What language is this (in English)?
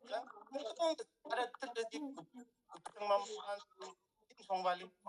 Tangkhul Naga (India)